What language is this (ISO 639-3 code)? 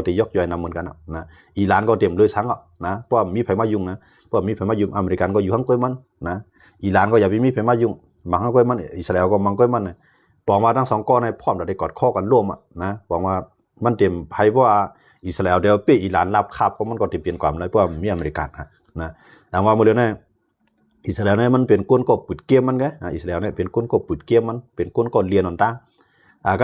shn